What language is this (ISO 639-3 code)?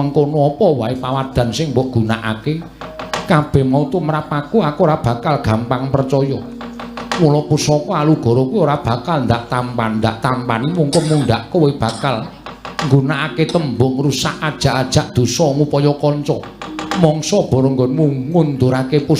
jav